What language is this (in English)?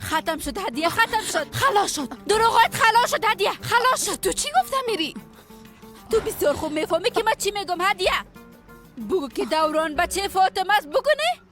Persian